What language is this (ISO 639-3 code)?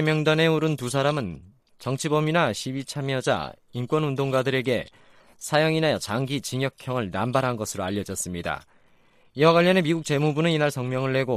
kor